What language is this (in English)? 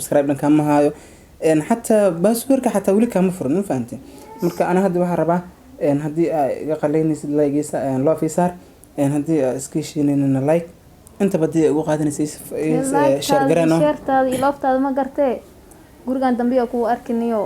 Somali